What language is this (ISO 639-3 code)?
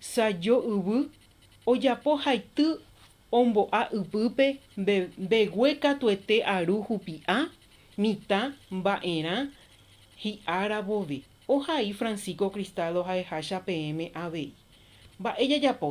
grn